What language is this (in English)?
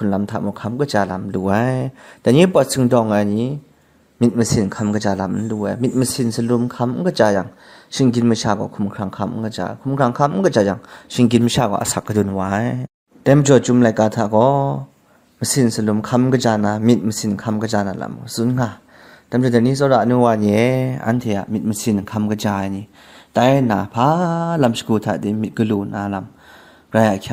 Kachin